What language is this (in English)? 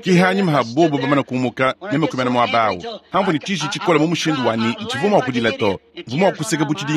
Luba-Lulua